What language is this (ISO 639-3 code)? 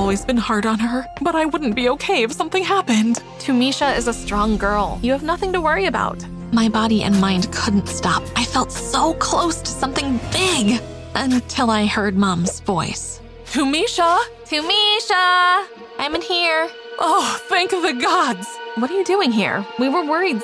eng